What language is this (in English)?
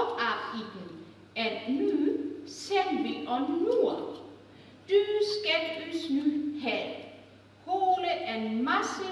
Northern Frisian